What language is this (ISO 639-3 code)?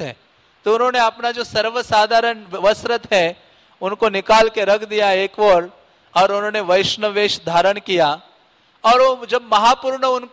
hin